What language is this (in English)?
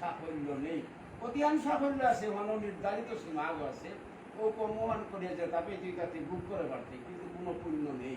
Bishnupriya